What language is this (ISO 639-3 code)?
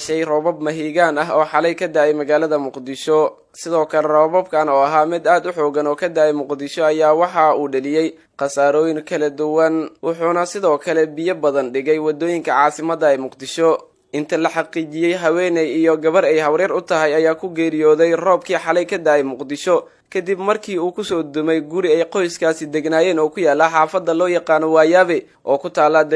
som